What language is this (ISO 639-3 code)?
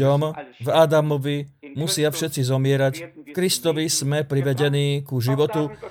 slk